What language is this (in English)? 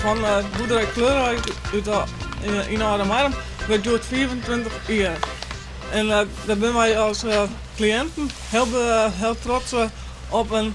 Western Frisian